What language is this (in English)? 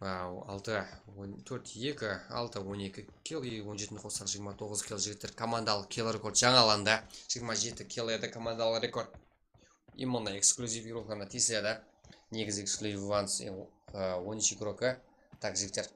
Kara-Kalpak